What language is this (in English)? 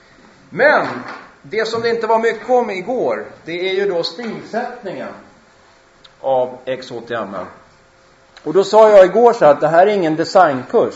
Swedish